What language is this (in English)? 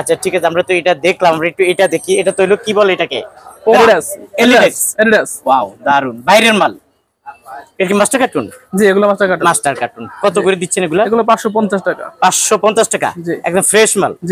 Bangla